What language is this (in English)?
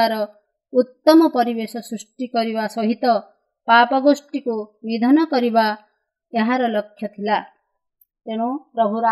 Odia